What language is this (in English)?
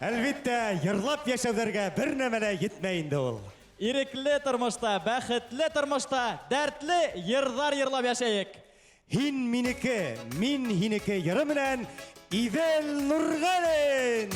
Bashkir